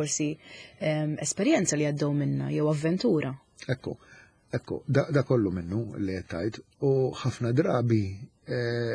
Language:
Maltese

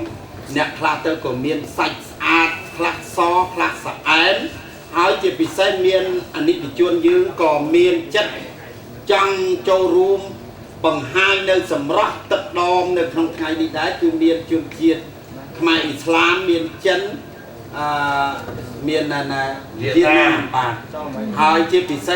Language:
Khmer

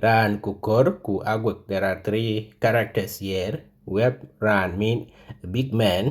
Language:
Dinka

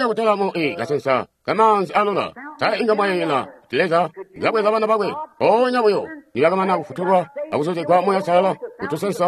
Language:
Tonga (Zambia)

